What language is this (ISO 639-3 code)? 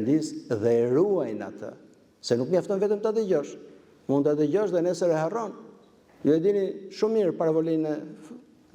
sqi